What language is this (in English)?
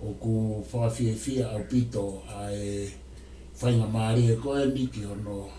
Tongan